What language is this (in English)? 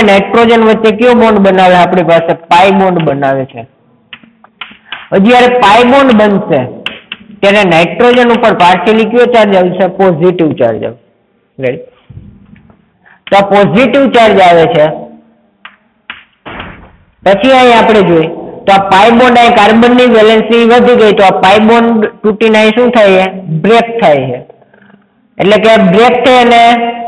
Gujarati